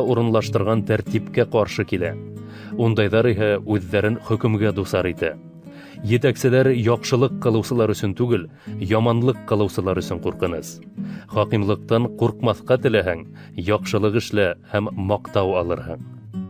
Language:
Bashkir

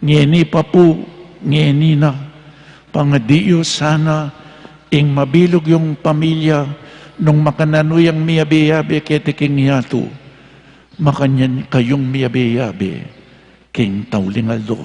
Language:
Pampanga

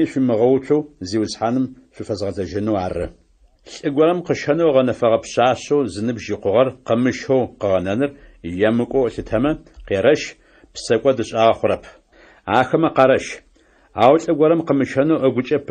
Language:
Adyghe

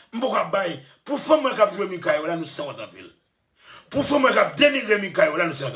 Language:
Haitian Creole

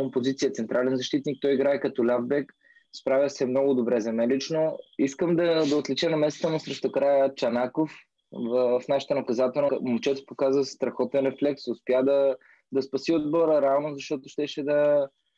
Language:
Bulgarian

